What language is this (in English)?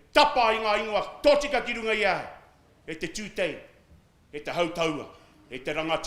Māori